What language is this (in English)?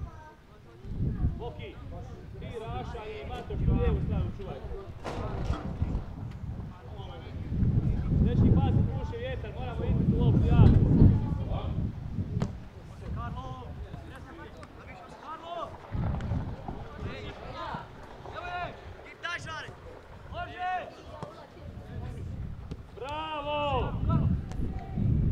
Croatian